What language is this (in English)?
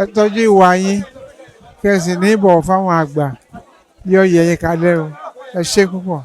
Yoruba